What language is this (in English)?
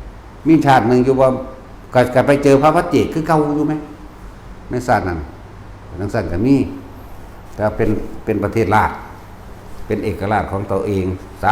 Northeastern Thai